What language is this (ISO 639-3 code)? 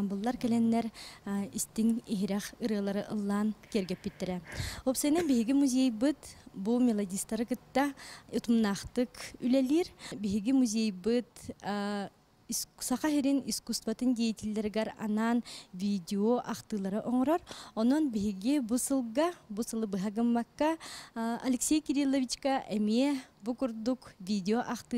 sah